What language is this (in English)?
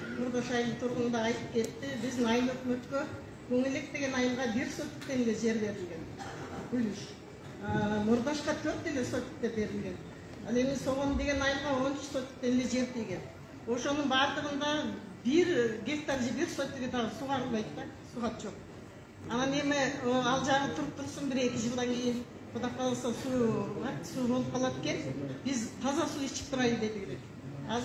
Kyrgyz